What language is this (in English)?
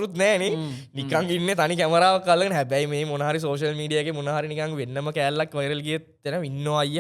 Sinhala